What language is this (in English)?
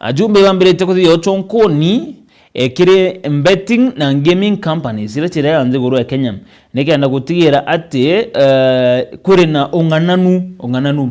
Meru